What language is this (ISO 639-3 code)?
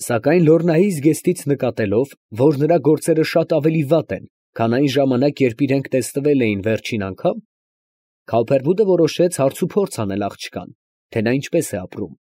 hye